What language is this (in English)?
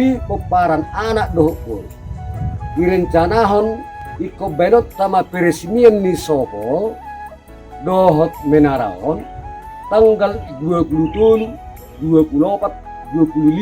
Batak Toba